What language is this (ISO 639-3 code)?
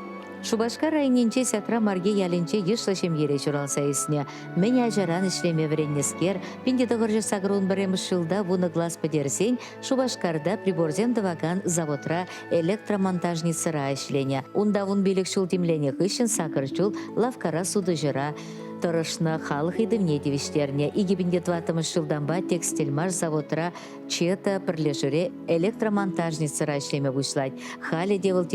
chv